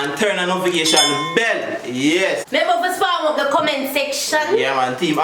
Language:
Jamaican Creole English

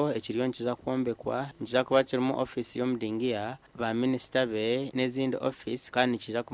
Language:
Nyankole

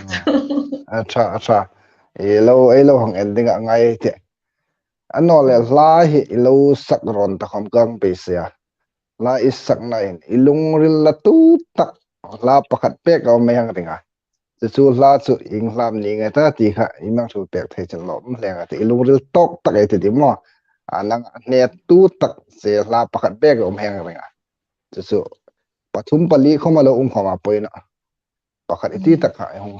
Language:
Hmar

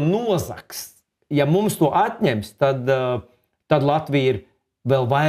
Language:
Latvian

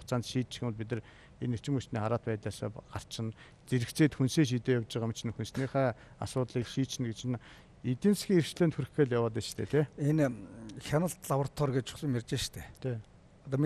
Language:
Mongolian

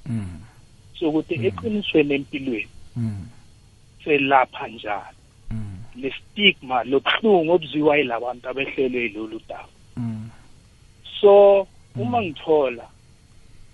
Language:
South Ndebele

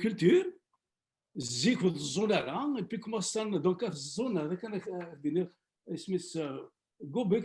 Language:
Kabyle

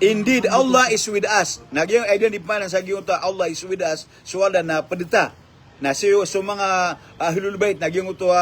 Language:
Maranao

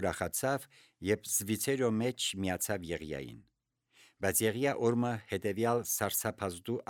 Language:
Armenian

